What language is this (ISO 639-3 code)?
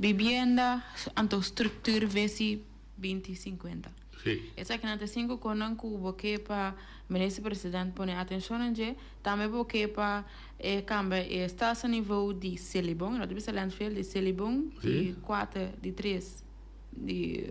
pap